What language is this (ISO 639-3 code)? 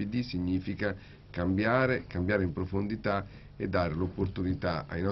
ita